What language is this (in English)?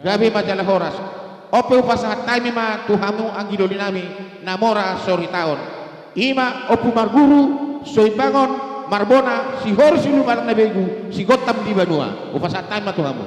Batak Karo